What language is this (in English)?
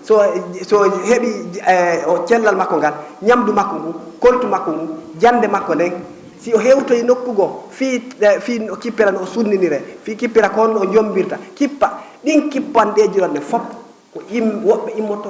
Fula